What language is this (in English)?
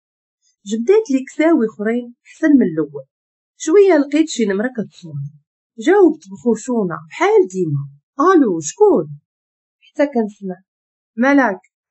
Moroccan Arabic